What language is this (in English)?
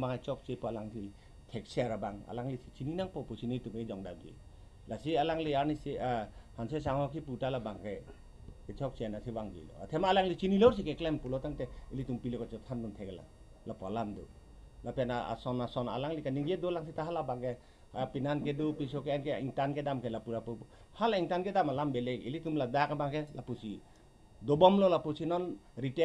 Karbi